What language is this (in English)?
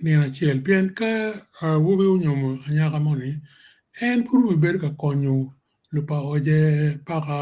Acoli